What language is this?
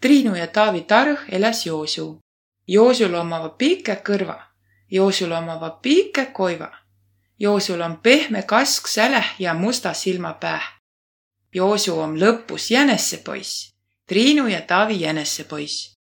Võro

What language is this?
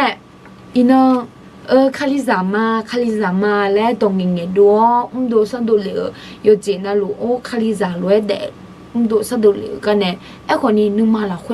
Akha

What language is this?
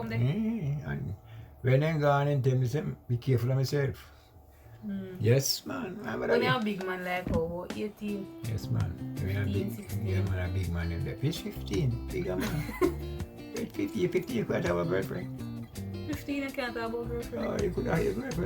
Jamaican Creole English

